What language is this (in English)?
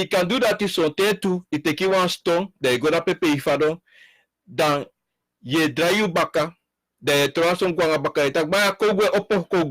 Sranan Tongo